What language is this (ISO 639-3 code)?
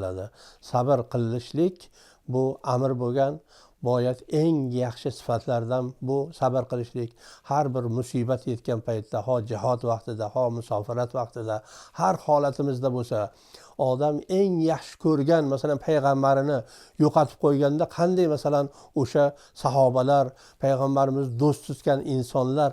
uzb